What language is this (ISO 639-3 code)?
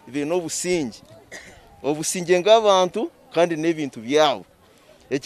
nyn